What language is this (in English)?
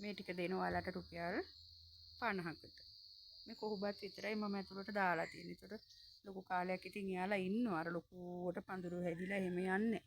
Sinhala